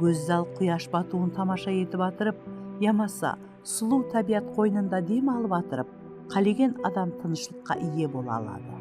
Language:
Kara-Kalpak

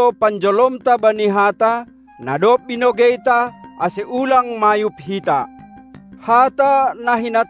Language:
Batak Simalungun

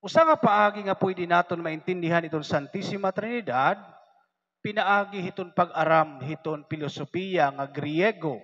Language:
Waray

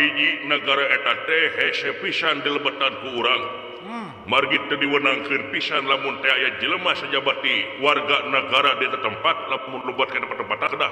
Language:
Sundanese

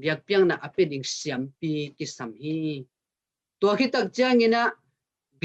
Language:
Tedim Chin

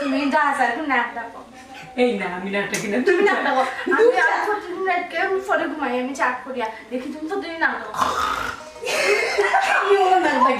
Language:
Sylheti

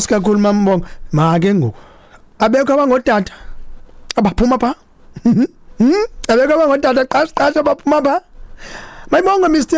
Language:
Xhosa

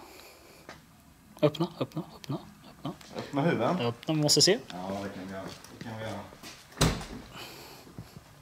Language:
Swedish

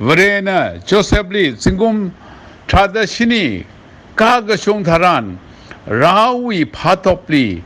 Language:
Tangkhul Naga (India)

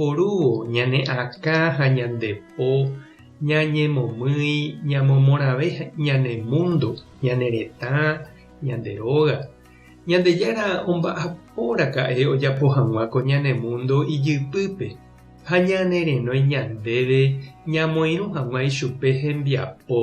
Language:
Guarani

